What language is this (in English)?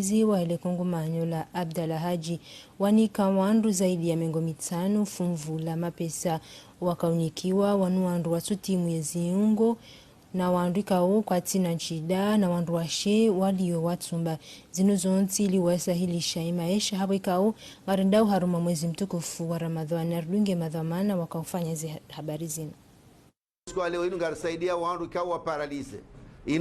Ngazidja Comorian